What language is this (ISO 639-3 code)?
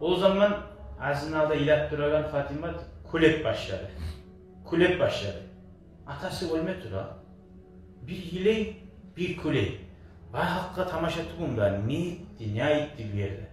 kum